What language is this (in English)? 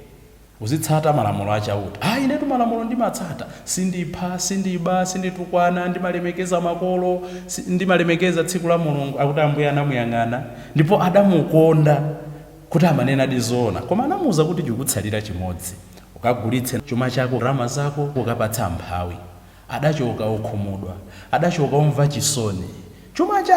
Nyanja